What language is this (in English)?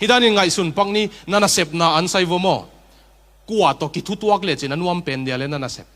Tedim Chin